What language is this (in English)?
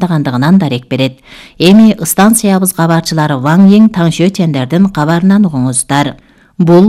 Kyrgyz